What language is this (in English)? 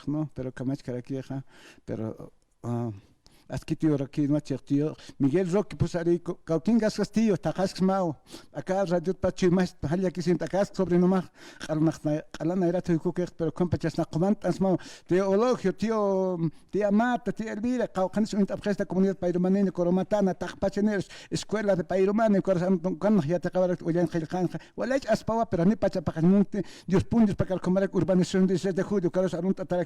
Aymara